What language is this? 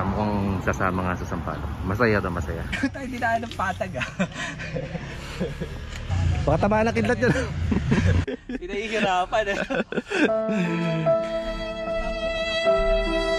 Filipino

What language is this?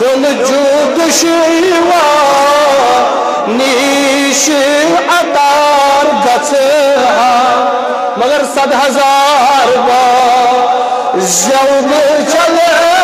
Kashmiri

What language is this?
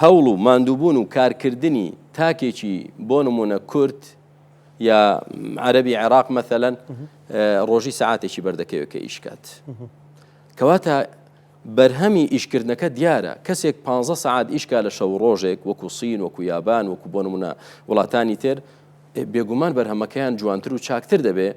Central Kurdish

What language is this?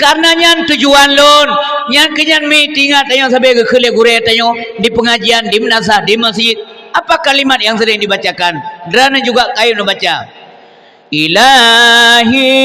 Achinese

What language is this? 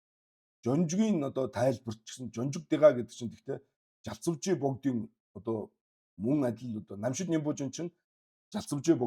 Mongolian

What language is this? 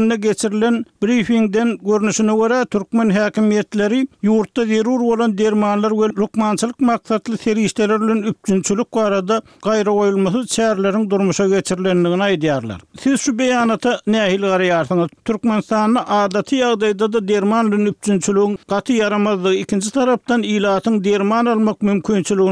Turkmen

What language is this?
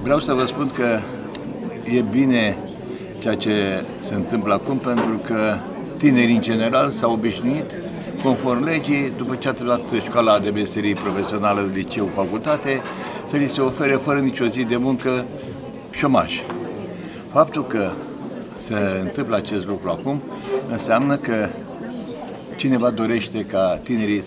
Romanian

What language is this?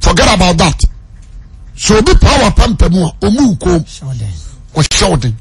Akan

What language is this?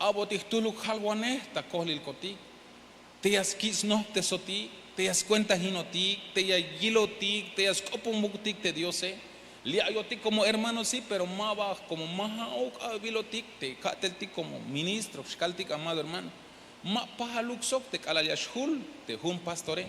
Tzeltal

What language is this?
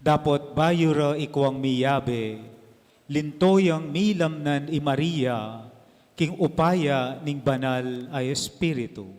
Pampanga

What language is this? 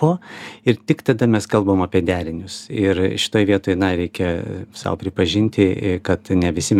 Lithuanian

